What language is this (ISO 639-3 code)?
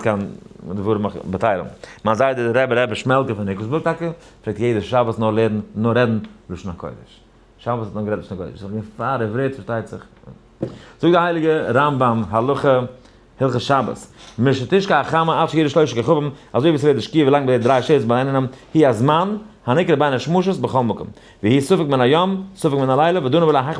yid